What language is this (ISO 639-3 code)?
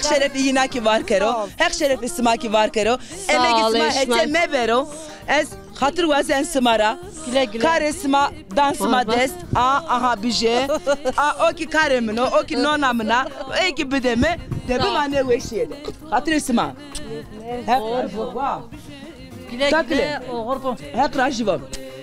zza